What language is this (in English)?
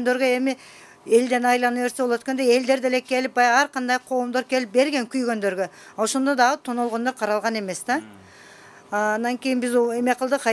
Kyrgyz